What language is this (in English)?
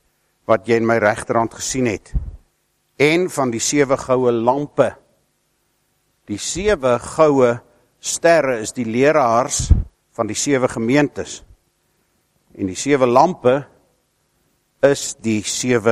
Afrikaans